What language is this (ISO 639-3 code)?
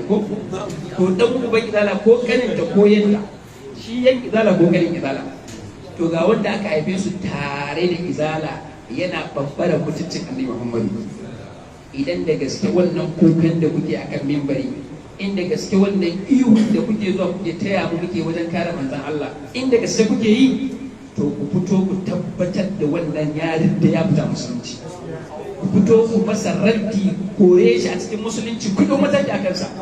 hau